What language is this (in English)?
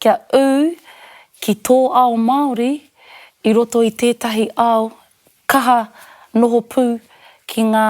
Māori